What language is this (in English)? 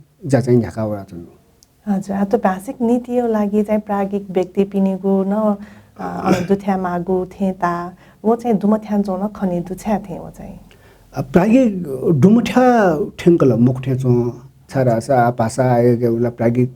Newari